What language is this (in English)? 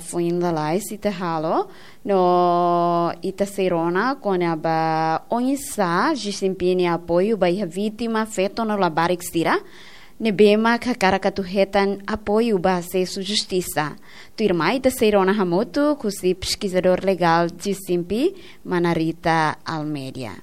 Tetum